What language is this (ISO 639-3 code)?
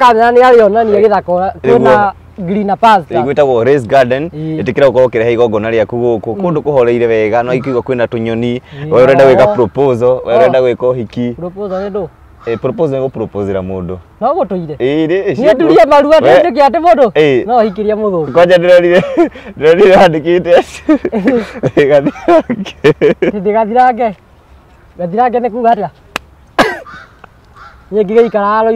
kik